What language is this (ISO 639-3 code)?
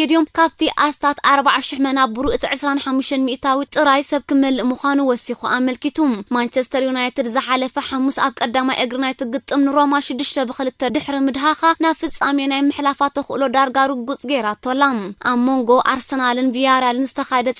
tir